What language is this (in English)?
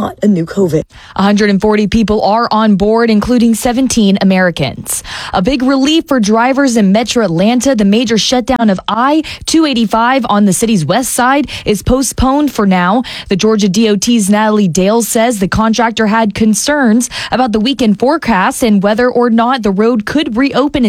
English